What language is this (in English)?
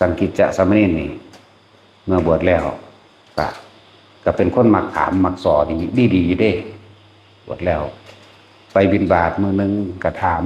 Northeastern Thai